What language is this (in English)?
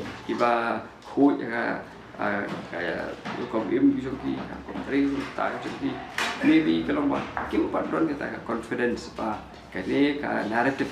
Khasi